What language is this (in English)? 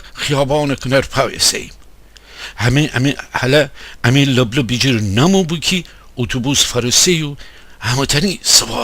Gilaki